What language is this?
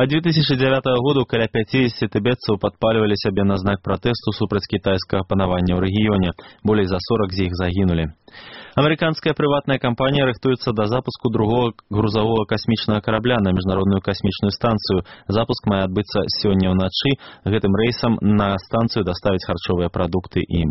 Belarusian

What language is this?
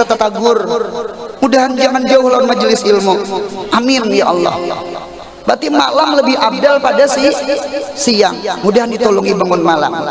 Banjar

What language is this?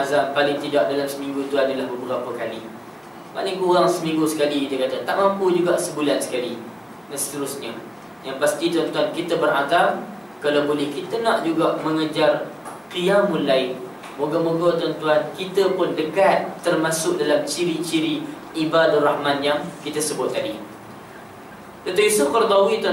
Malay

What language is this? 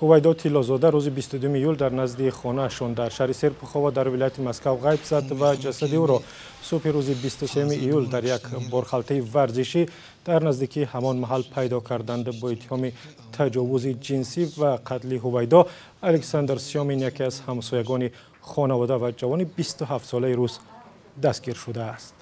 Tajik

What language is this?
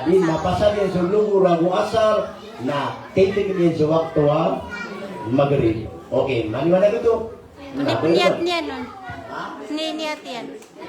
Maranao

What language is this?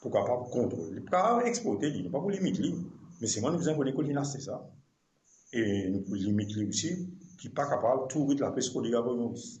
Morisyen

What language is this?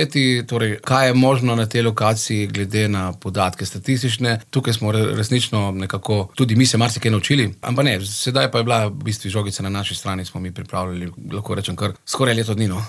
Slovenian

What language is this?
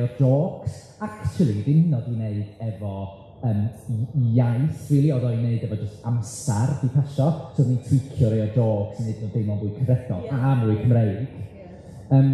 Welsh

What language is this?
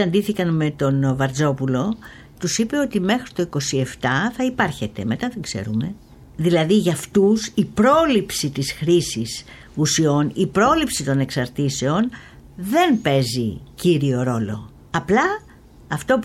Greek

